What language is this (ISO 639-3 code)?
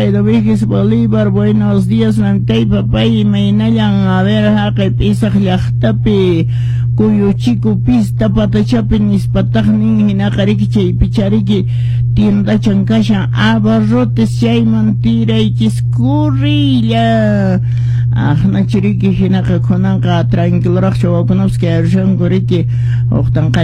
que